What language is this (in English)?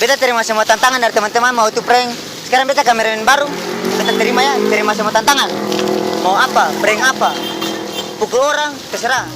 Ambonese Malay